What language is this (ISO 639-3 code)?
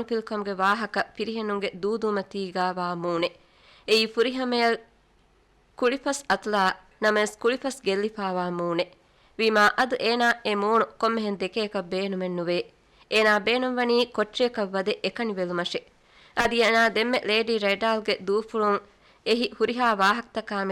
div